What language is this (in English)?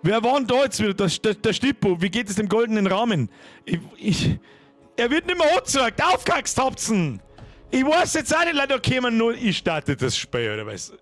Bavarian